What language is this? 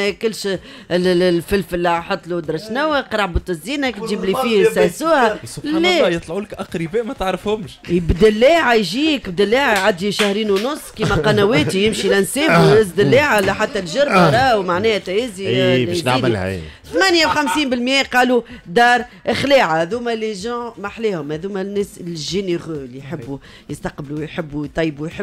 Tunisian Arabic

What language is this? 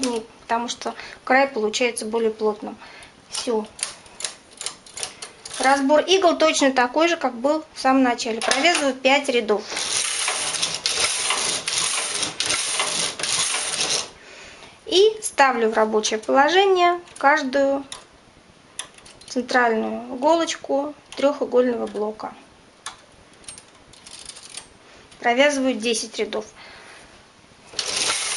Russian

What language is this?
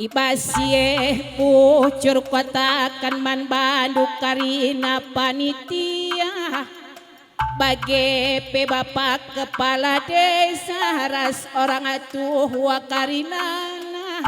Batak Karo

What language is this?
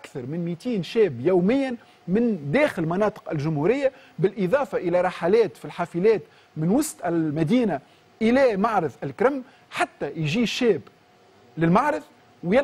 Tunisian Arabic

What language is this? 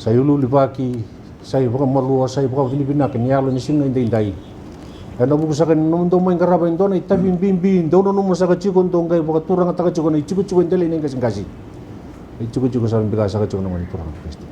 Fijian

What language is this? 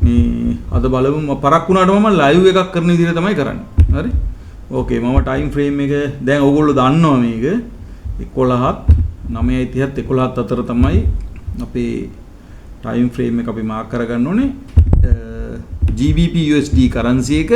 Sinhala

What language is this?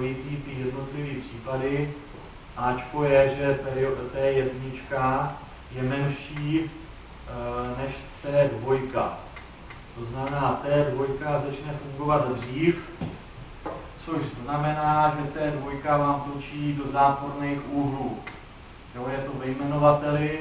Czech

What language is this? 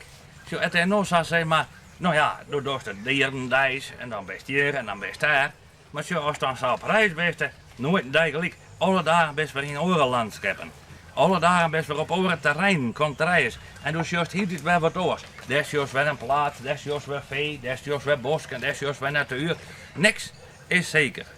Western Frisian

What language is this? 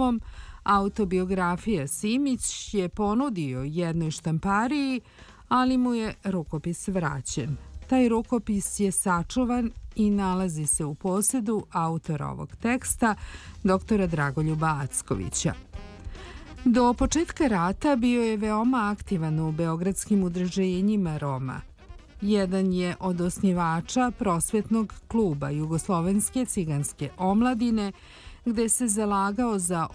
Serbian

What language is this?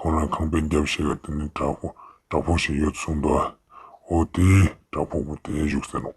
Ladakhi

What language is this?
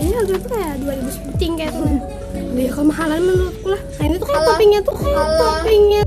Banjar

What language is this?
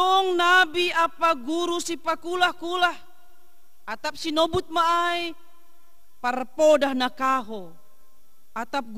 Batak Simalungun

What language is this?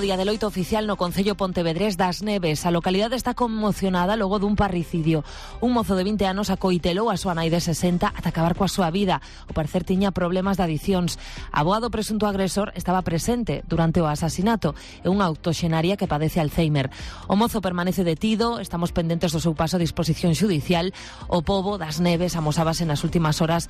Galician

